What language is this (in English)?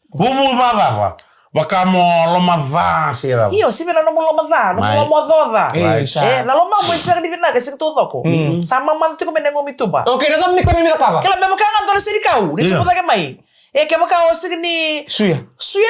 Fijian